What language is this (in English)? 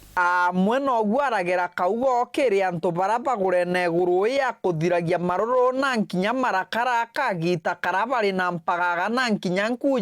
Meru